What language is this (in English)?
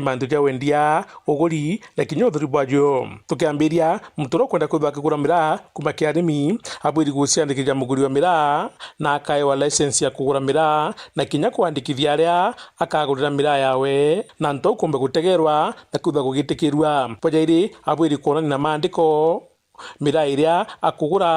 Meru